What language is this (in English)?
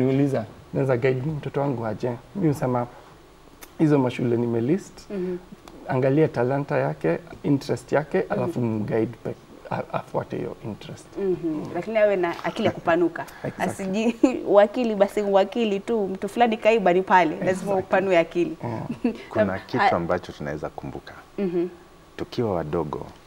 Swahili